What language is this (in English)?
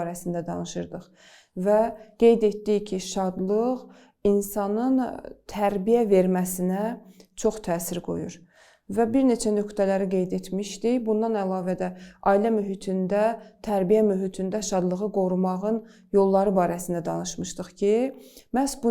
Azerbaijani